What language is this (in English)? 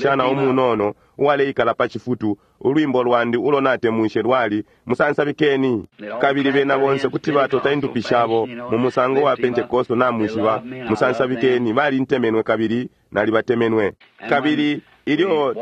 Bemba